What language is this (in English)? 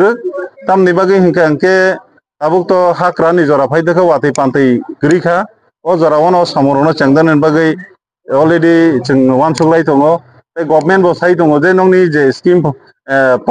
Kok Borok